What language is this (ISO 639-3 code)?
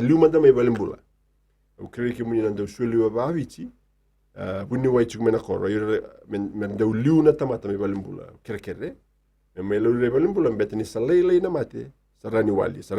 fij